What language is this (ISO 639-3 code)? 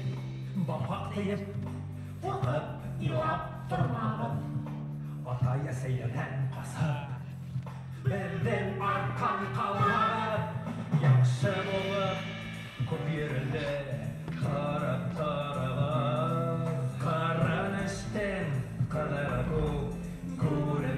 bak